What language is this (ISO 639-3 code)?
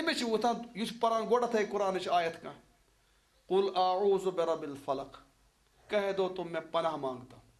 kas